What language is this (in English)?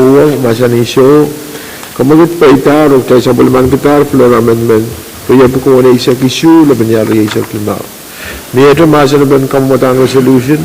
Pohnpeian